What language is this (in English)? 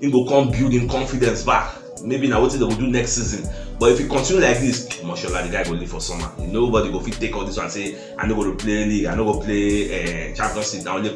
Nigerian Pidgin